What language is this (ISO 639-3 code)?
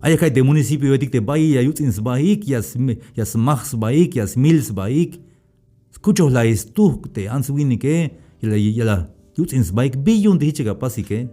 tzh